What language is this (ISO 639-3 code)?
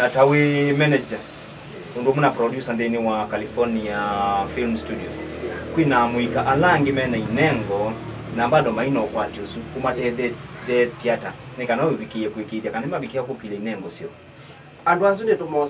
kam